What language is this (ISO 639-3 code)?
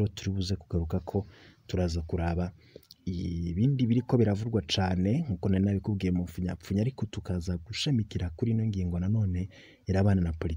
run